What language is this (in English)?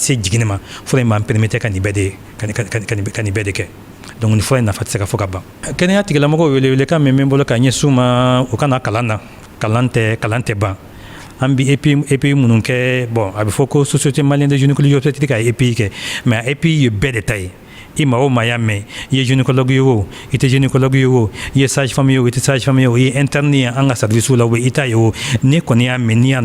Bambara